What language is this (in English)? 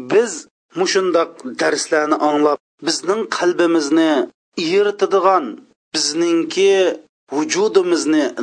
Uyghur